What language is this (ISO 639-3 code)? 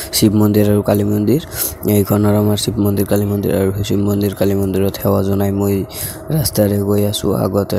asm